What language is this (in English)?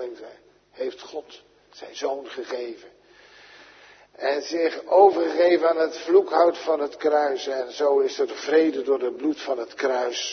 Dutch